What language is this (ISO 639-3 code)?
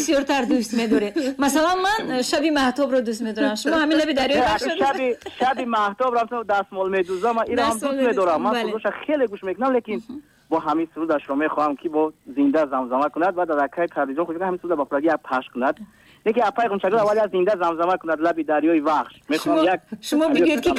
tgk